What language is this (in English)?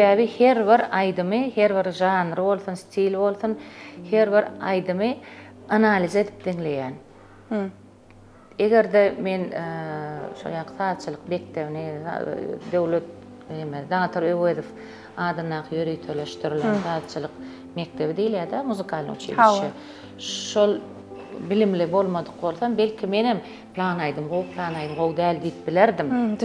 Turkmen